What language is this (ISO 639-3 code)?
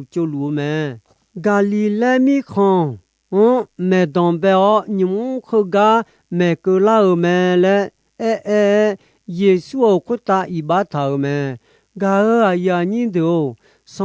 ahk